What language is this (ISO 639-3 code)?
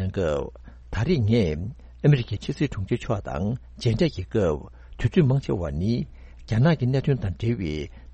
bod